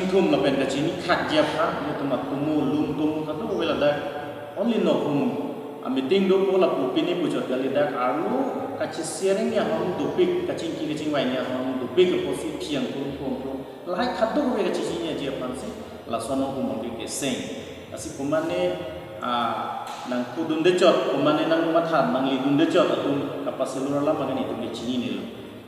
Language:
Karbi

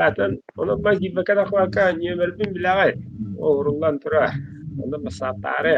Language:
Yakut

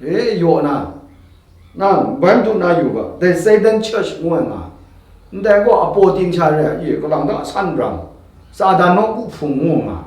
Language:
Kachin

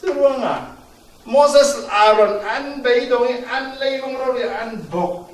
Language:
Falam Chin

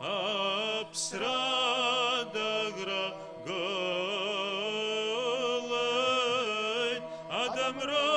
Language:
Abkhazian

